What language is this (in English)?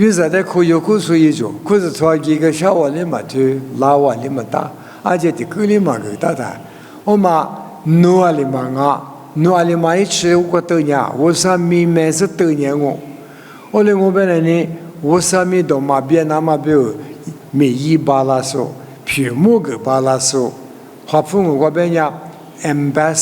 Lisu